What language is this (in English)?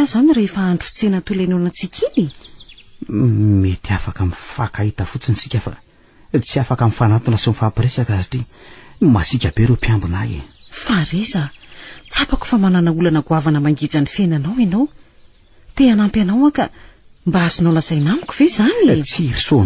Malagasy